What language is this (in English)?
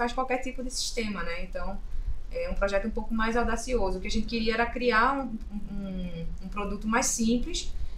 Portuguese